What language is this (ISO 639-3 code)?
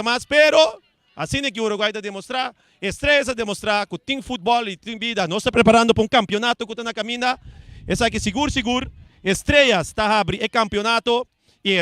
pap